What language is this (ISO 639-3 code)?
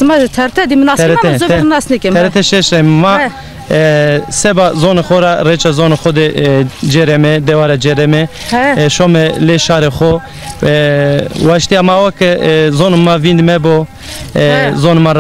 zza